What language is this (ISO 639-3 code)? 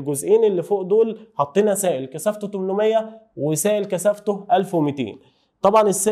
arz